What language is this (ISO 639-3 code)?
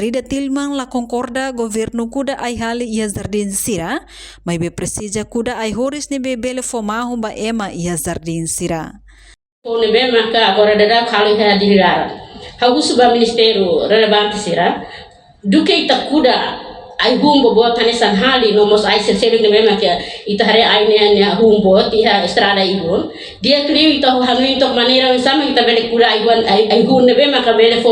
tet